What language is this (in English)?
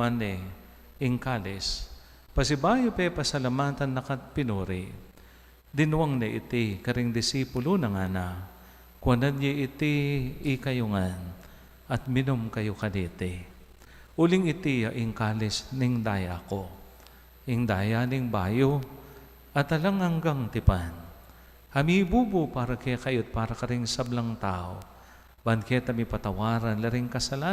Pampanga